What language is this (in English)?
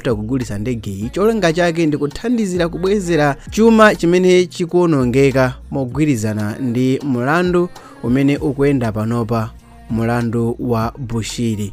Nyanja